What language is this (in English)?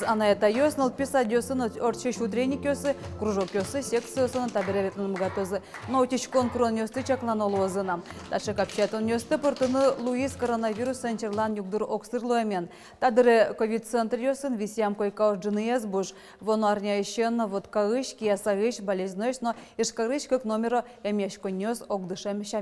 Udmurt